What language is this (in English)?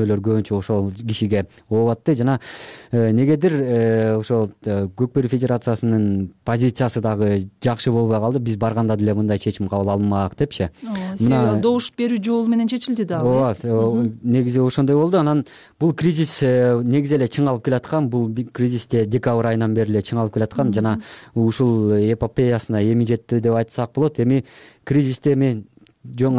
Kyrgyz